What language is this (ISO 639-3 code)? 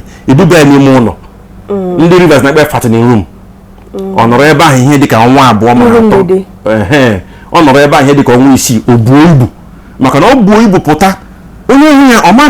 ibo